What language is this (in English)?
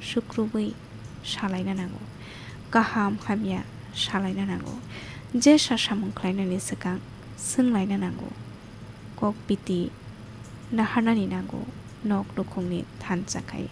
Kok Borok